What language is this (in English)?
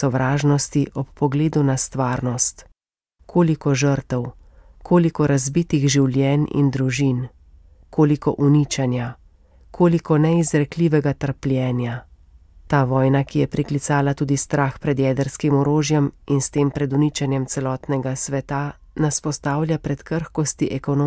Slovenian